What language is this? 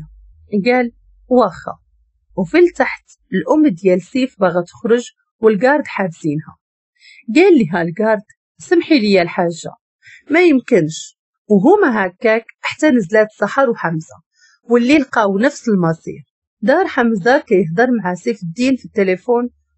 Moroccan Arabic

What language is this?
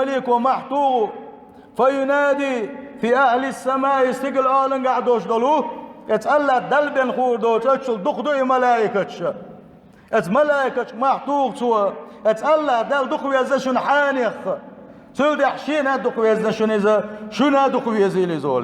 Chechen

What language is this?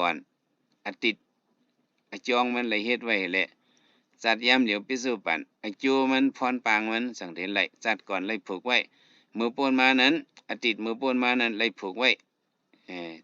Shan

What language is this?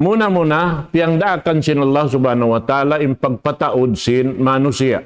Tausug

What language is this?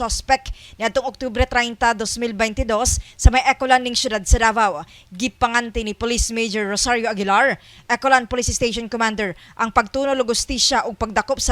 Cebuano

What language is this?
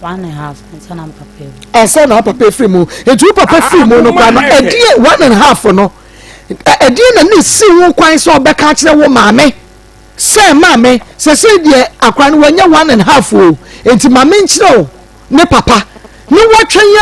Akan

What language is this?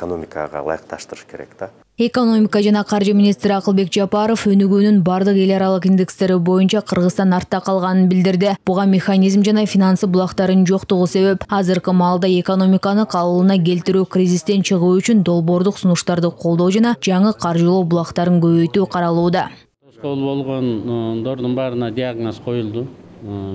Kyrgyz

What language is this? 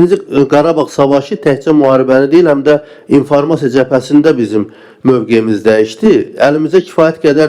Azerbaijani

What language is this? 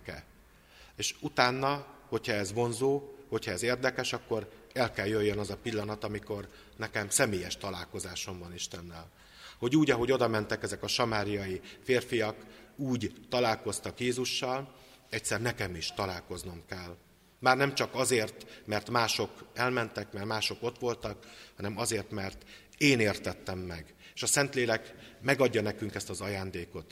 Hungarian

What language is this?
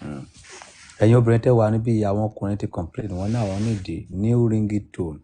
Yoruba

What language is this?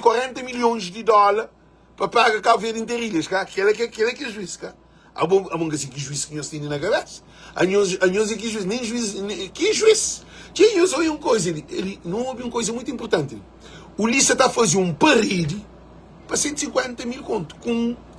Kabuverdianu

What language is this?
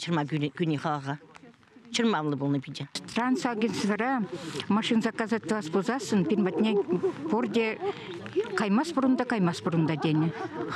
Chuvash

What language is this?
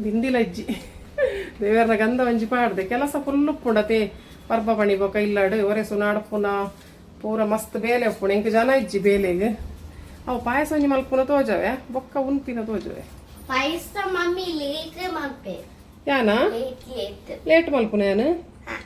Tulu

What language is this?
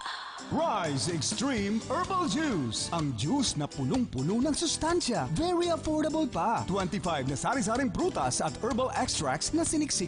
Bikol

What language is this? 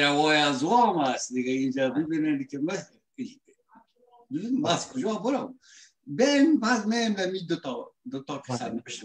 Persian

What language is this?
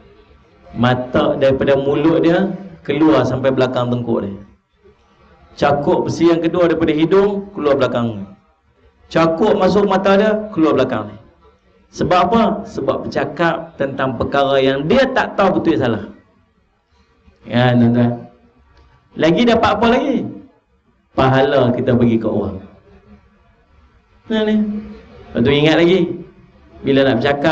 Malay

